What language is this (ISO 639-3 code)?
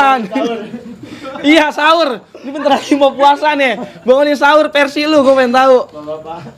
bew